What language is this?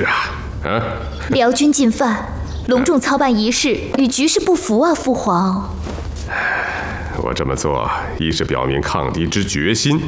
Chinese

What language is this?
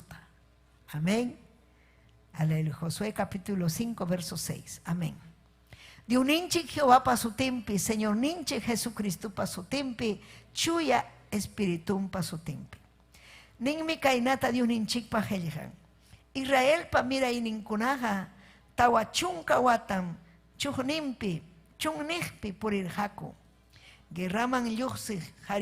Ayacucho Quechua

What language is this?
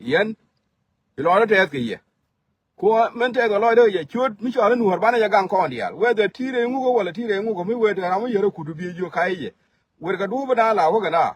Nuer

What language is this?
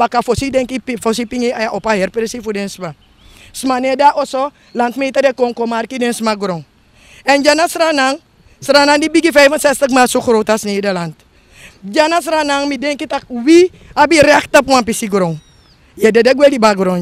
Sranan Tongo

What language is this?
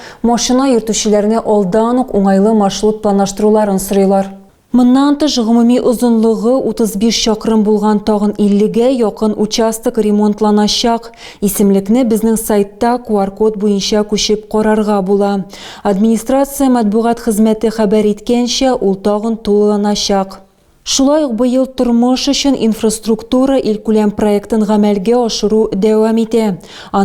Tatar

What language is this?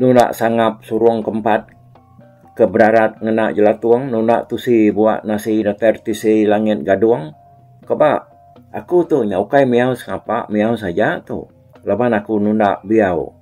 Iban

